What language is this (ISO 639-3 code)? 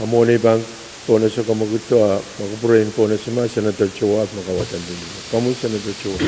pon